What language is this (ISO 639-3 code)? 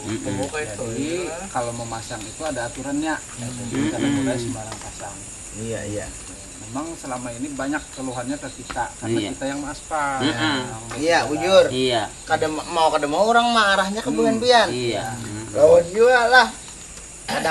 bjn